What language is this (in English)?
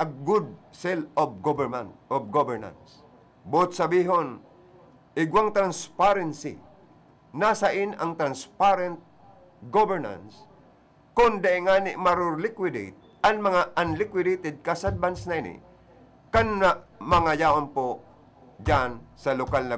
Bikol